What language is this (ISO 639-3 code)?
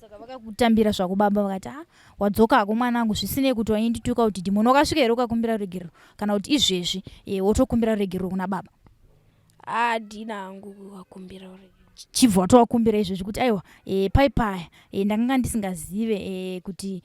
sna